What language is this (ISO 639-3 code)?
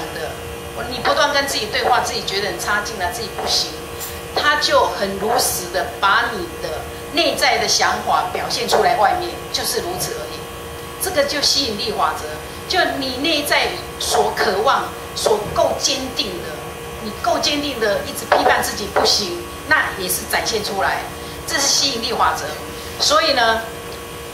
zho